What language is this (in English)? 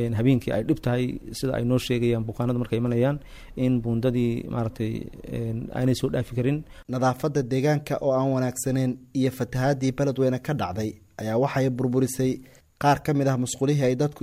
Somali